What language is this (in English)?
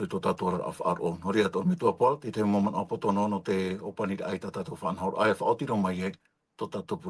Tahitian